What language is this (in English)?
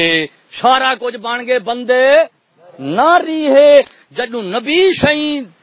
Saraiki